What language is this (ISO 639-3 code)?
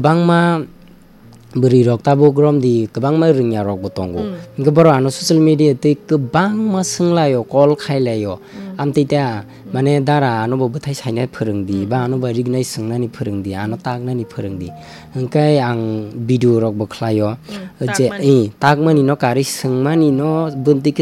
trp